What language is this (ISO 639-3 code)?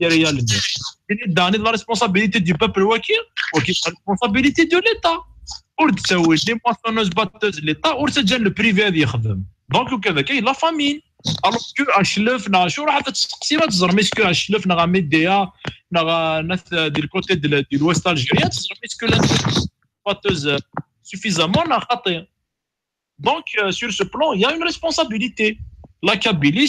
kab